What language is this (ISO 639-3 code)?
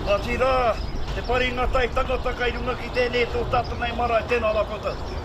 mri